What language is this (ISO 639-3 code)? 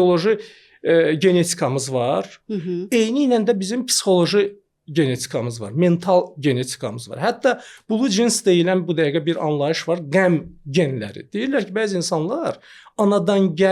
aze